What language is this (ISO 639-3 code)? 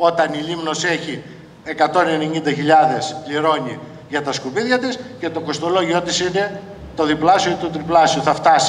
ell